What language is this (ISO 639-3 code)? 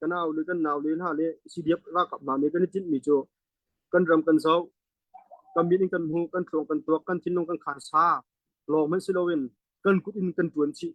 cnh